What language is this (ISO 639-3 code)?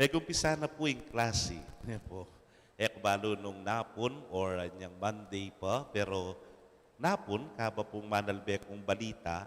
pam